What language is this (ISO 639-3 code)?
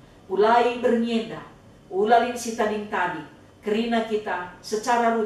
btx